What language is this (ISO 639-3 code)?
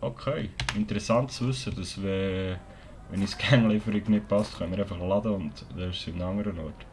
gsw